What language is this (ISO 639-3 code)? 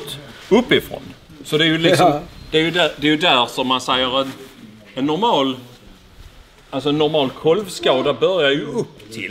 swe